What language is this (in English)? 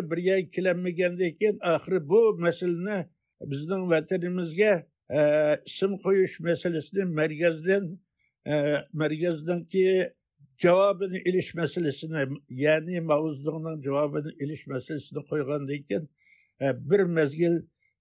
Uyghur